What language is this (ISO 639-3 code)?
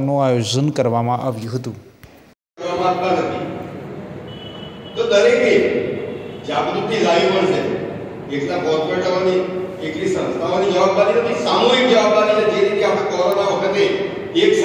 guj